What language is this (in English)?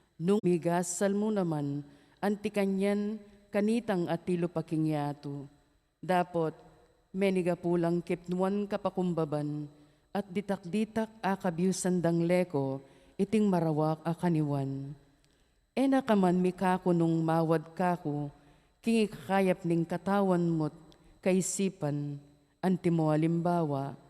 Pampanga